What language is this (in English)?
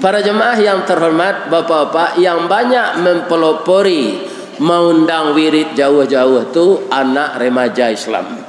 Minangkabau